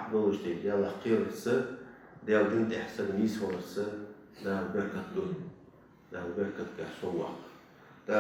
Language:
Ingush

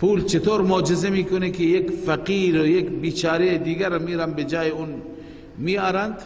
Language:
Persian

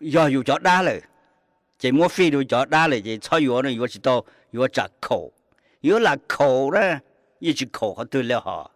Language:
Hmong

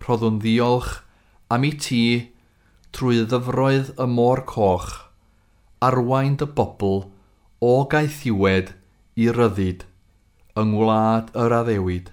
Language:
Welsh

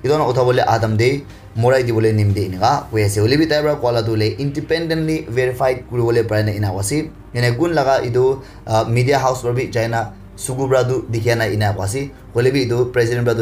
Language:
Naga Pidgin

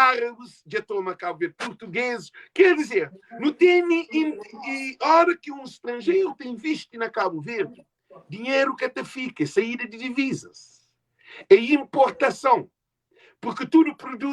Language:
Kabuverdianu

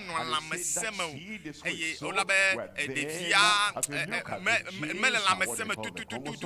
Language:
Ewe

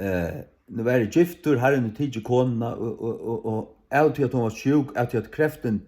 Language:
Faroese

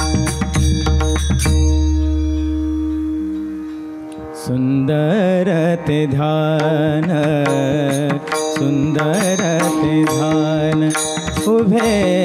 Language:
Marathi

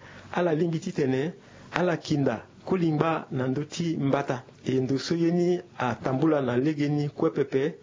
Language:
Sango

